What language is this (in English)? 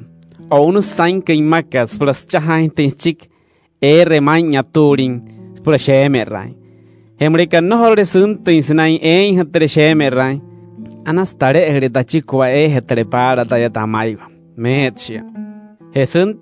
Wayuu